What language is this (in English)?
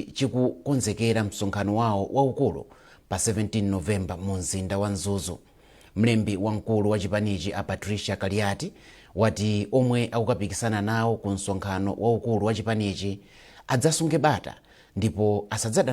Nyanja